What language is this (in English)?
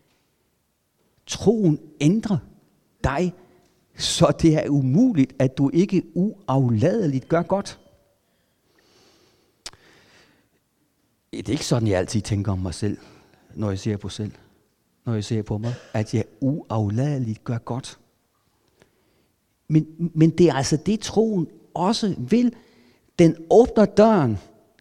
Danish